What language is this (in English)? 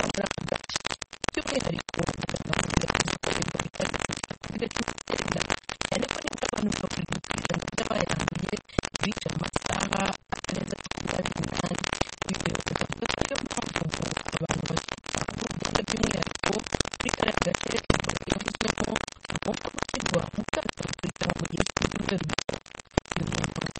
Kinyarwanda